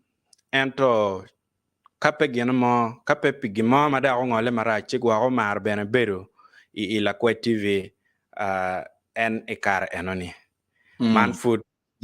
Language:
Acoli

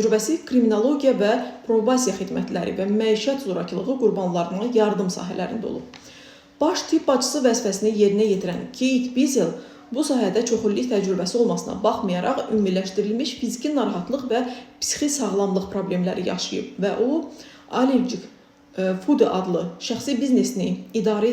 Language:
Azerbaijani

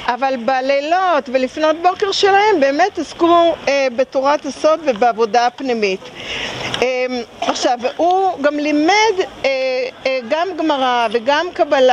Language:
Hebrew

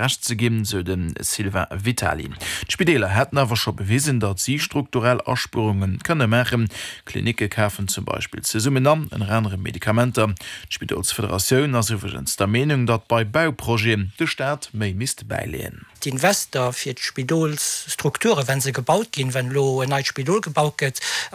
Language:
Luxembourgish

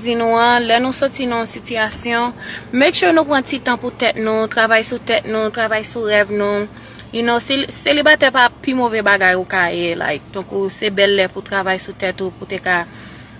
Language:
Haitian Creole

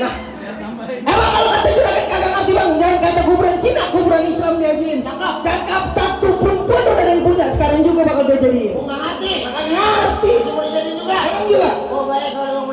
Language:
Betawi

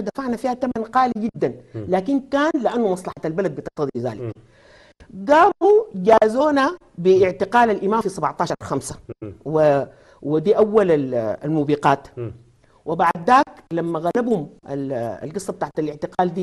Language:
Sudanese Arabic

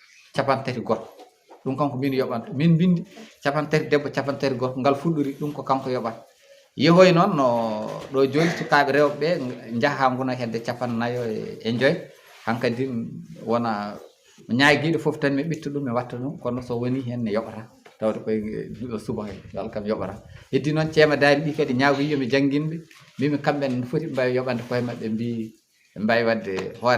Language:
Fula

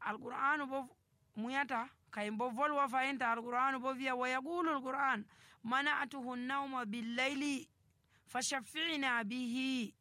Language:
Nigerian Fulfulde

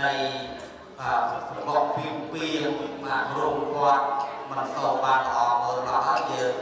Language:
Khmer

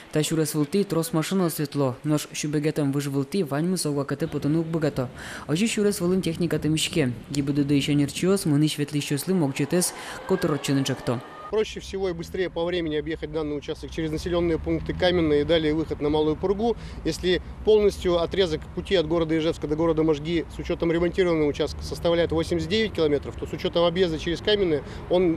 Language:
Udmurt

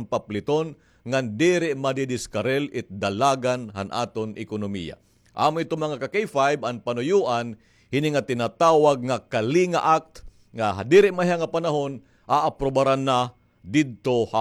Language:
Waray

